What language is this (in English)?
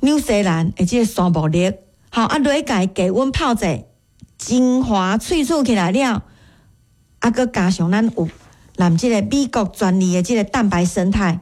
Min Nan Chinese